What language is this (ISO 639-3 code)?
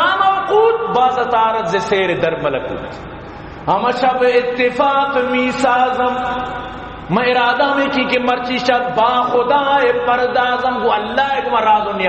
bal